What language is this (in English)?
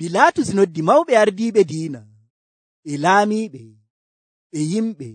Nigerian Fulfulde